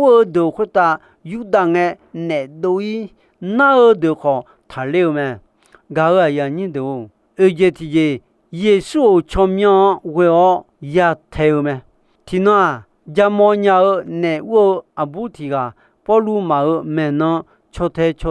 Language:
Akha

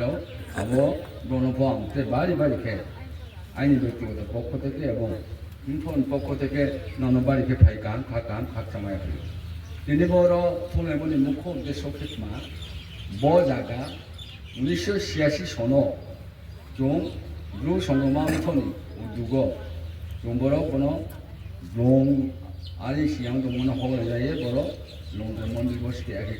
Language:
Riang (India)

